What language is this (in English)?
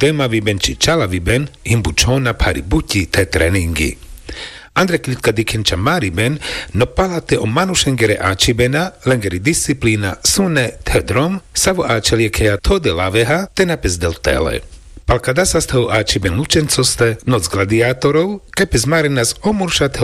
Carpathian Romani